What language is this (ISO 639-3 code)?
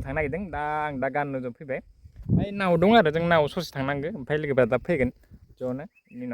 brx